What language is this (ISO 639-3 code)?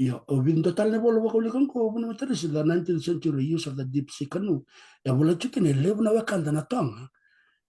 fij